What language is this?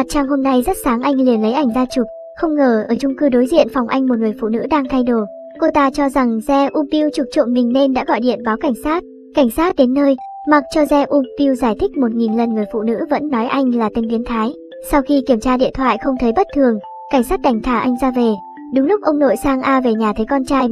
Vietnamese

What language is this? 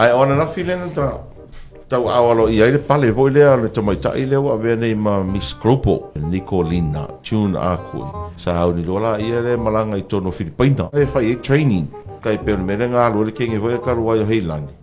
Samoan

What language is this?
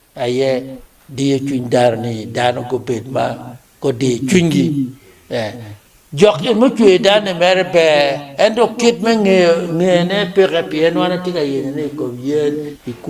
Acoli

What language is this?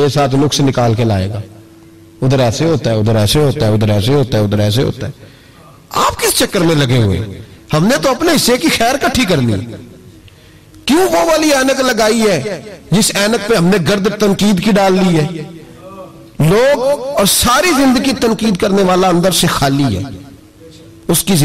Urdu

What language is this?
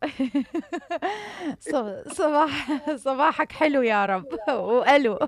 Mesopotamian Arabic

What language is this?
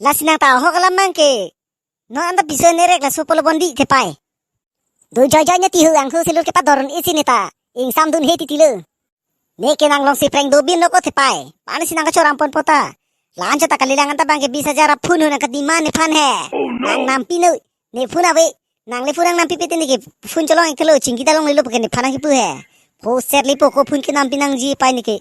Karbi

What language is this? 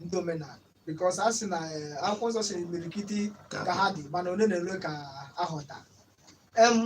Igbo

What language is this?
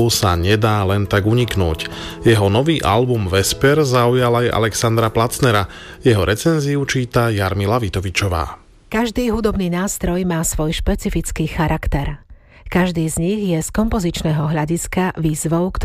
Slovak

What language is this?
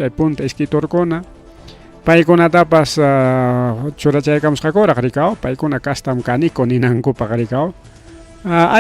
Ayacucho Quechua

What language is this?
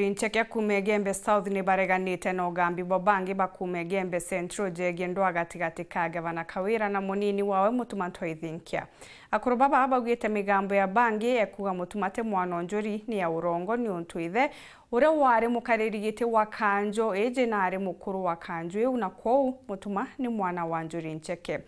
Meru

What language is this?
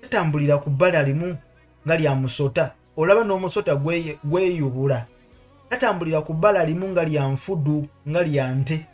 Ganda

